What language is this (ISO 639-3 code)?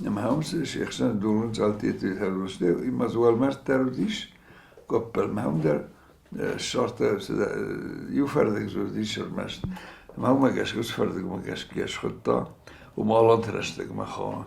oss